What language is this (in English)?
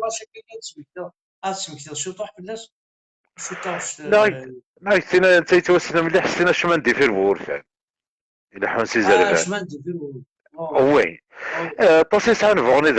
Kabyle